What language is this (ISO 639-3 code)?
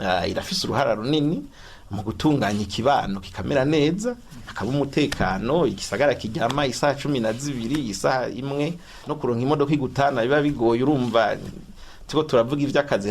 run